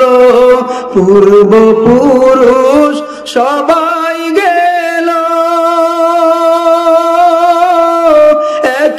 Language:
Bangla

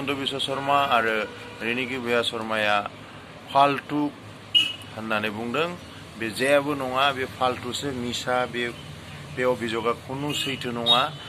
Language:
Bodo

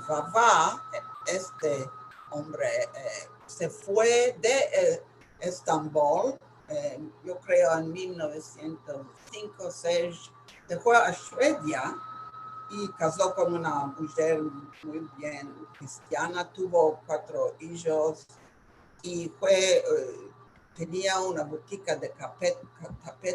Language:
Ladino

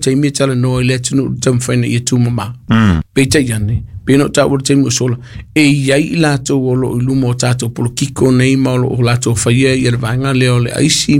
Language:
Samoan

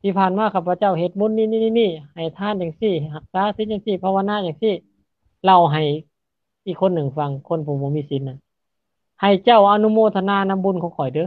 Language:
Lao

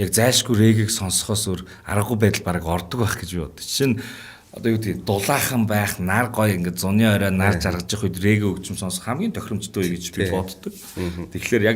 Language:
Mongolian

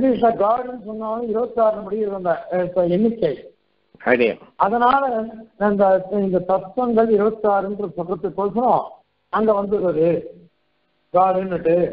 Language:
Tamil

